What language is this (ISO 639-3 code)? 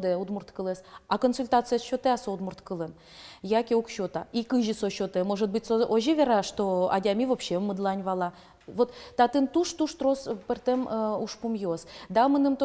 udm